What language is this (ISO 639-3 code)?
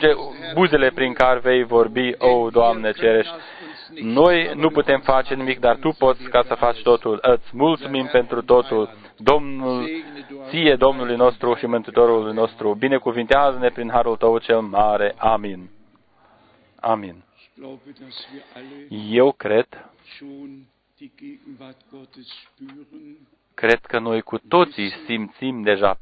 ron